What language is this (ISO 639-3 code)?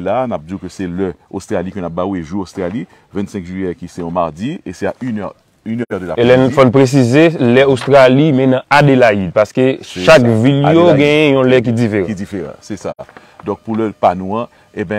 hat